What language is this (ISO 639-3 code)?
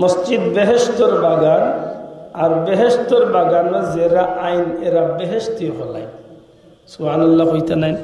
syl